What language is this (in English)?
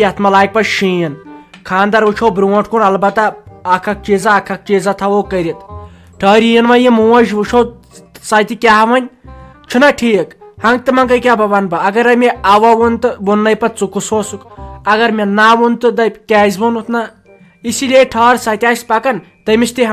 Kashmiri